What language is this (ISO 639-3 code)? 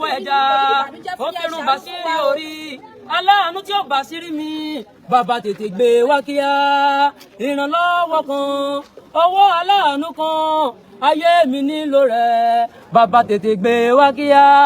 yor